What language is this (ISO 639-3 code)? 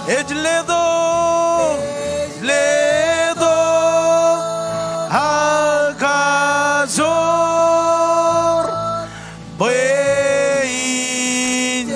mah